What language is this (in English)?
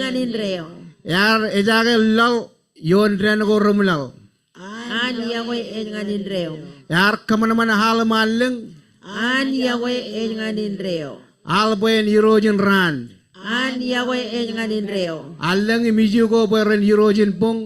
Marshallese